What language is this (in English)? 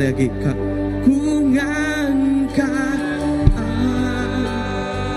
Iban